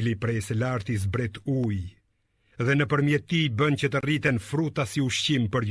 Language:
Albanian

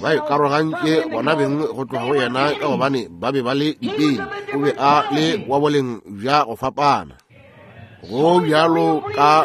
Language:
Northern Sotho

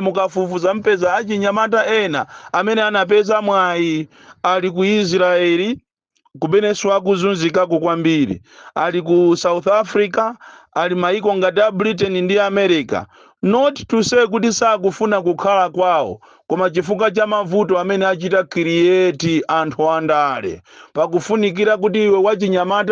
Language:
Nyanja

